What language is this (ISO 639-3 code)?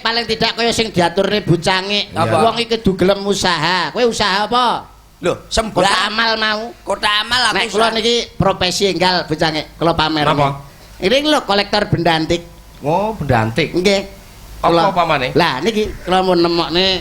jav